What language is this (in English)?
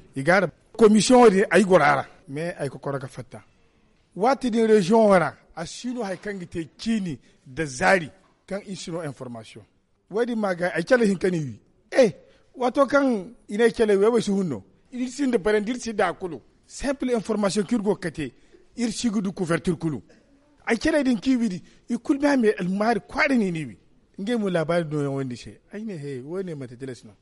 Zarma